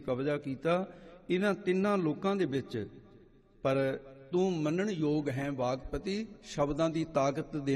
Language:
Punjabi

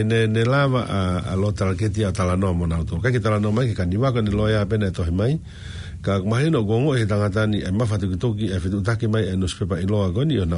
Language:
Tongan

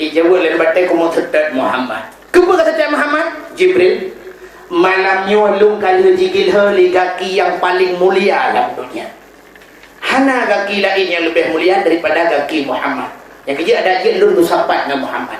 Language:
Achinese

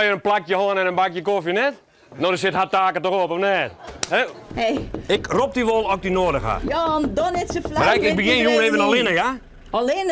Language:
Western Frisian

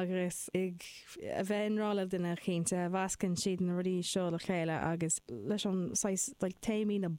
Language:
Irish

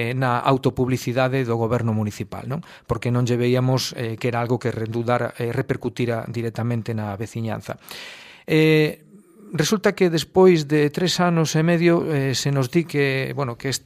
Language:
Galician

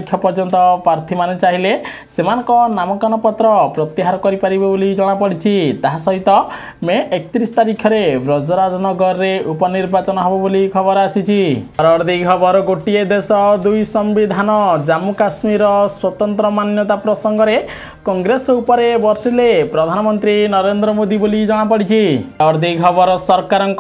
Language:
Odia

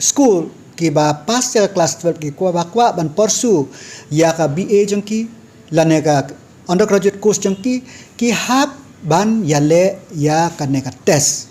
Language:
Khasi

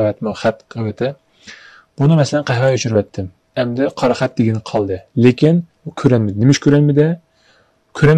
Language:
Uyghur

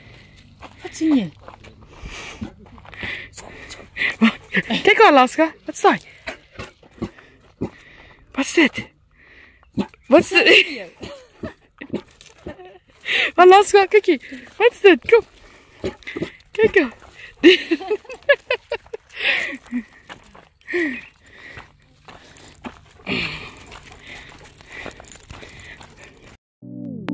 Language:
Afrikaans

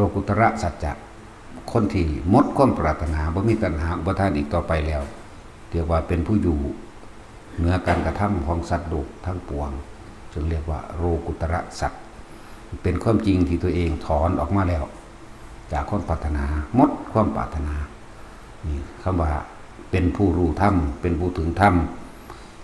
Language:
Northeastern Thai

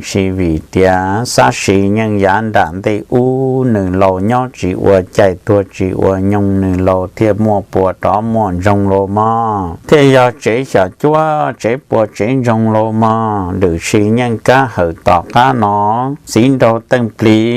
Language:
Hmong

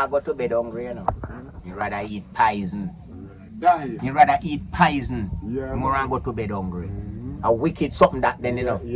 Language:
Jamaican Creole English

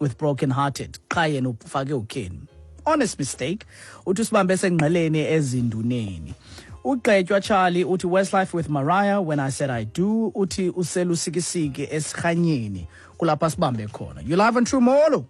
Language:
Xhosa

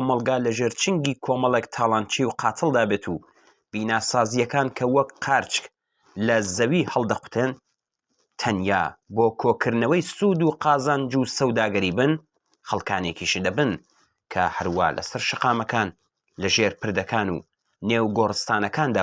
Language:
Central Kurdish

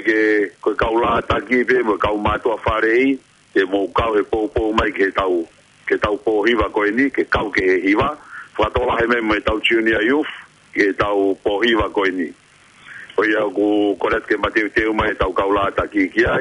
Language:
Tongan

